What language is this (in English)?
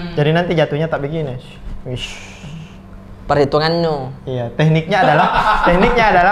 Makassar Malay